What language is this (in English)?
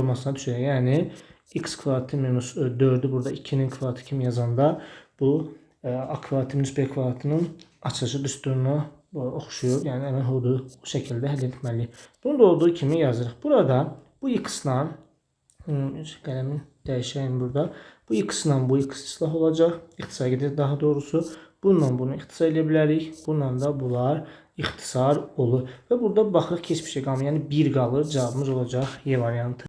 Azerbaijani